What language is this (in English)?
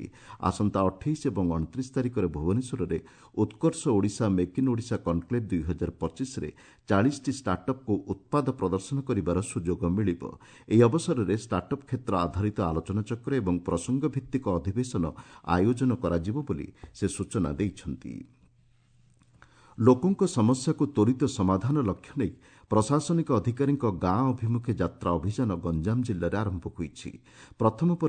Odia